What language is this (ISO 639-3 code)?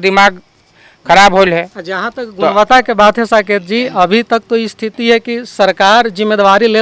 mag